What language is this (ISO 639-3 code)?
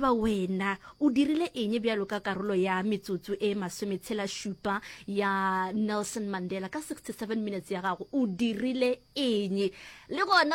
nso